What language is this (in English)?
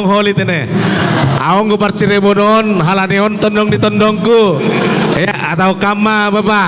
Batak Simalungun